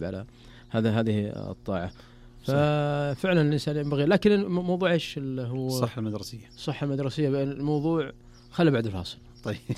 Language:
Najdi Arabic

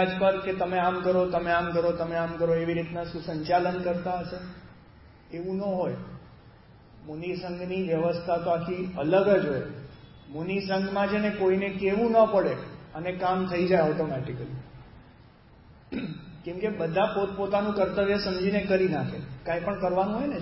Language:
Gujarati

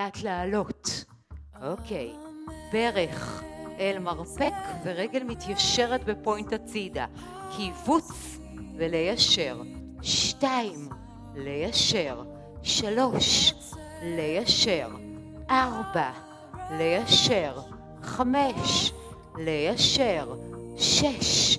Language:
Hebrew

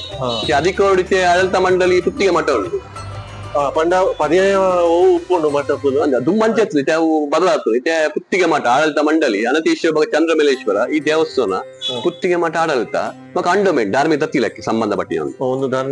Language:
Tulu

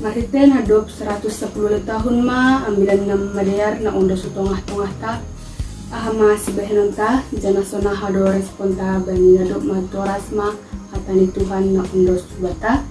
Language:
Batak Simalungun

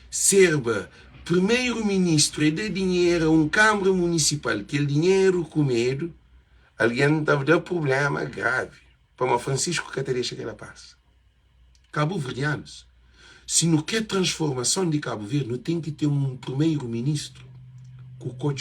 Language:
Kabuverdianu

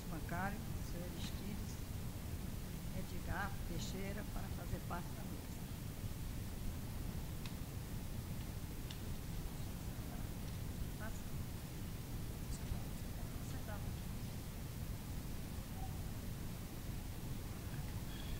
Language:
Portuguese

